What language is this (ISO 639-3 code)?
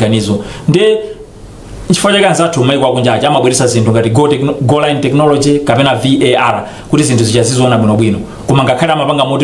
nya